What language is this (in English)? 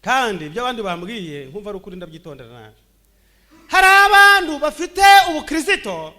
Kinyarwanda